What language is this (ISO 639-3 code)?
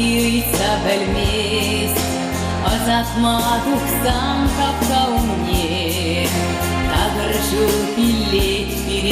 chv